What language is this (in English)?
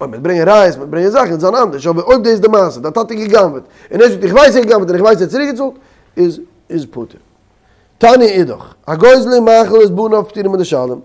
Yiddish